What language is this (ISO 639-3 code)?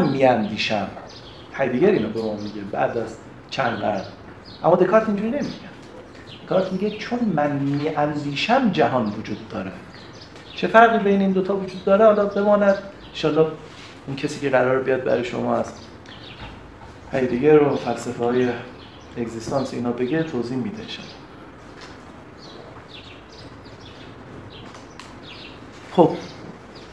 fas